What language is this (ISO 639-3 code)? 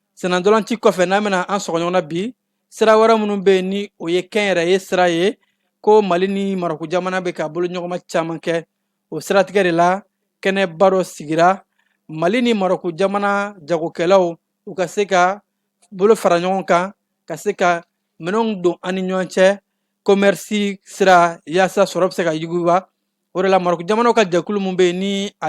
bam